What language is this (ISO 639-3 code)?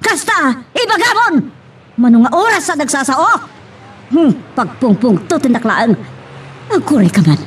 ilo